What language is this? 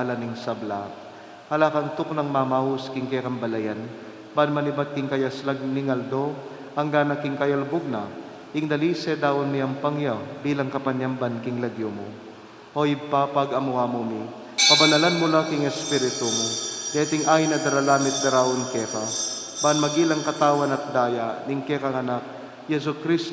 Pampanga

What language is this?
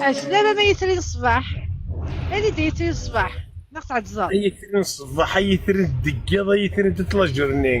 Kabyle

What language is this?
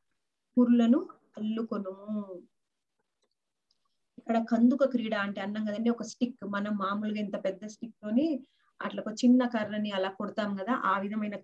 Telugu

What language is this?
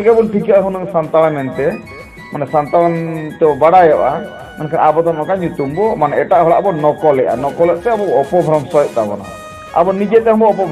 Santali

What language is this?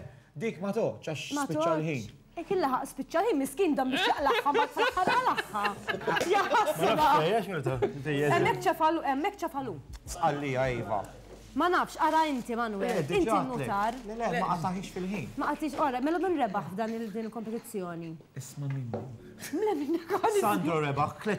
Maltese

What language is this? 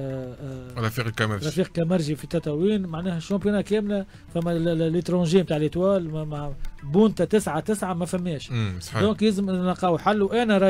Tunisian Arabic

